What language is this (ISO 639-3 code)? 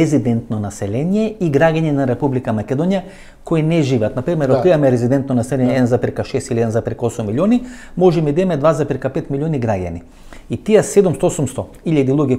mkd